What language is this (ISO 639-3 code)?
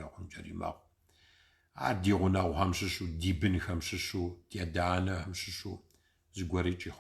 kbd